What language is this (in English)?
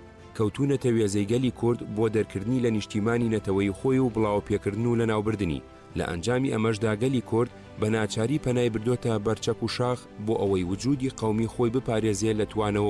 Central Kurdish